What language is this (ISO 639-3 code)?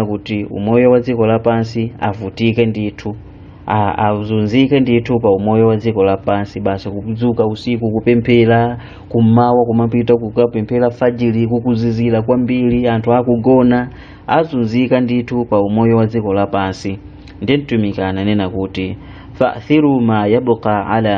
nya